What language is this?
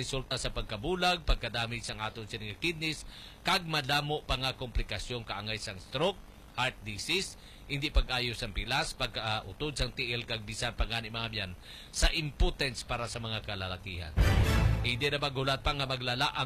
Hiligaynon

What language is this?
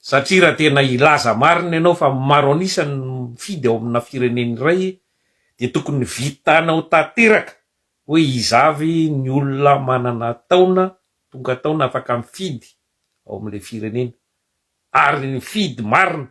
Malagasy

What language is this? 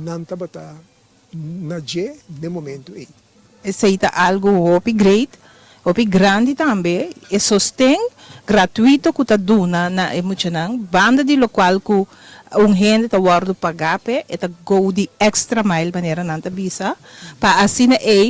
Papiamento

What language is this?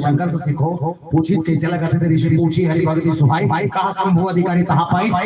Chhattisgarhi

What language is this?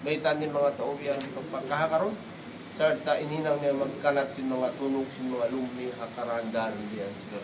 Tausug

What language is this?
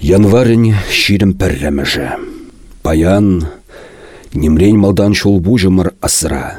Chuvash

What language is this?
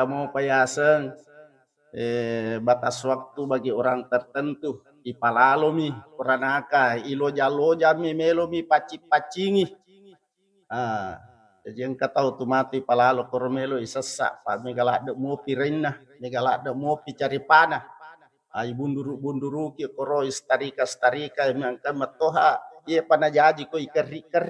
Buginese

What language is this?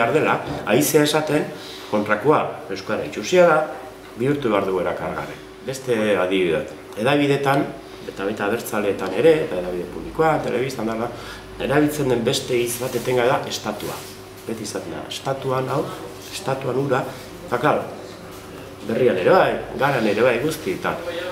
Basque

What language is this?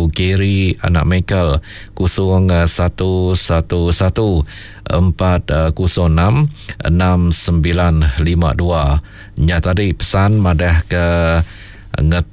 Iban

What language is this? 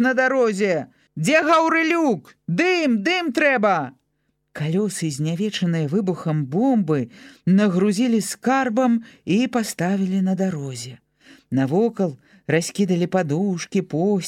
Belarusian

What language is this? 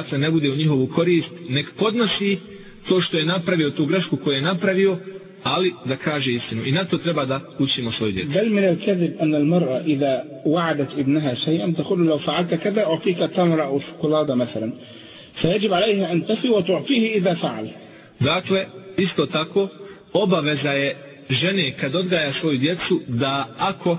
Bosnian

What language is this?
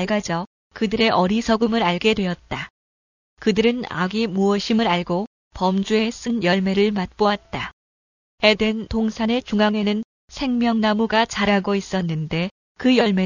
Korean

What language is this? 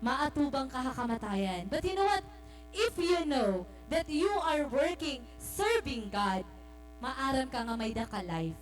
Waray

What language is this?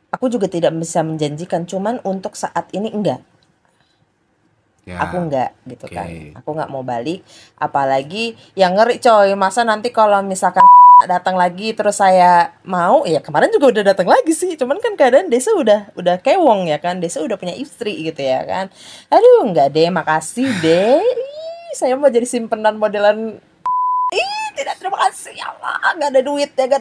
Indonesian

